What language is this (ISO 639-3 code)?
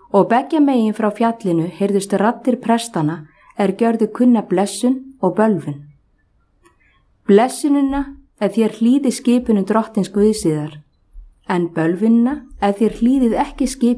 isl